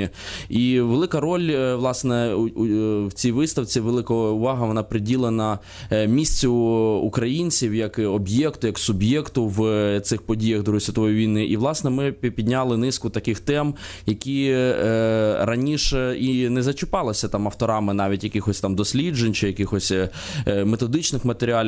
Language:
Ukrainian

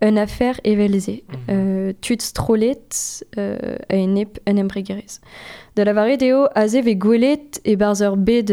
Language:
Breton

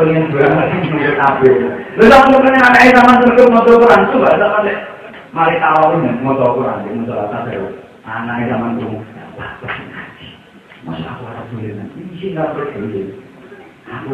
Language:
Javanese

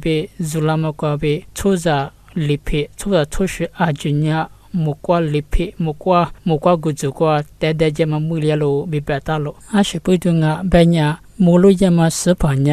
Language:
Lisu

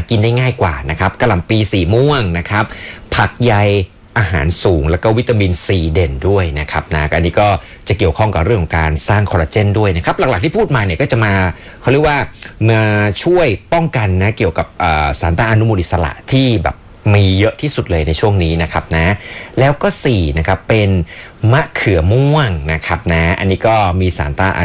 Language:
Thai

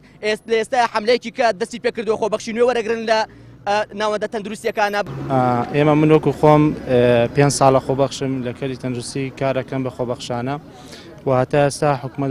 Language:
Central Kurdish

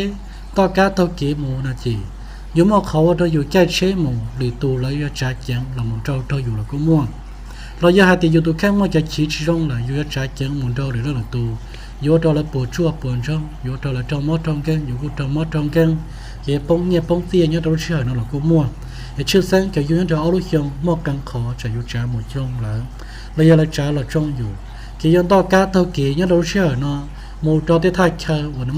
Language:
Hmong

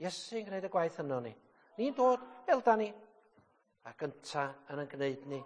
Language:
Welsh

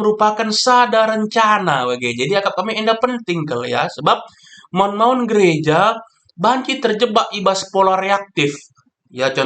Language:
Batak Karo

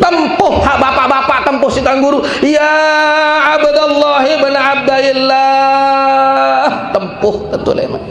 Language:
Sasak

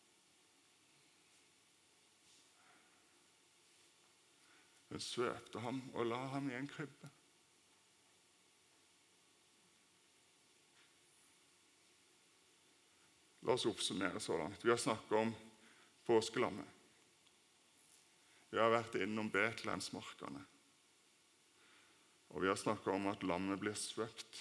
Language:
Norwegian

